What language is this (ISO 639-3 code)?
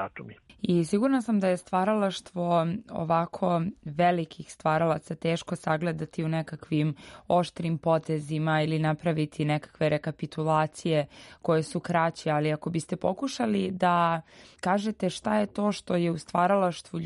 srp